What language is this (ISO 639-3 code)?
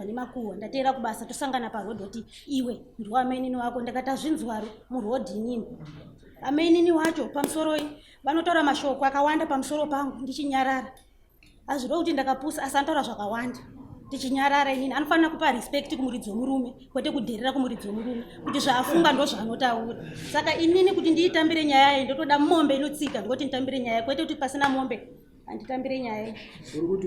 sna